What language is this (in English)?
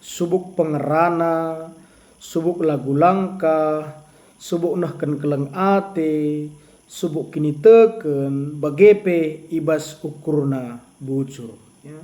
Batak Karo